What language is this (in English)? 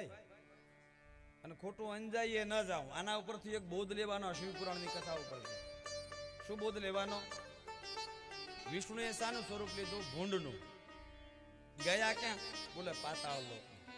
Gujarati